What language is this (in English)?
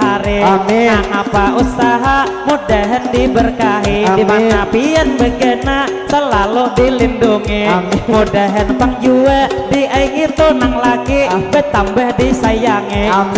Banjar